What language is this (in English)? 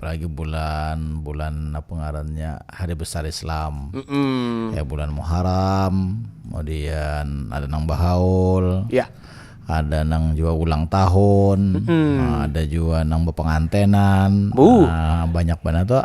Banjar